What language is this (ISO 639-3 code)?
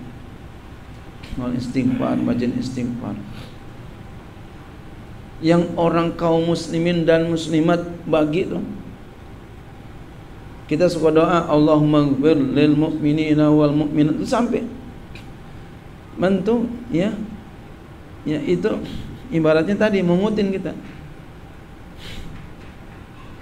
ind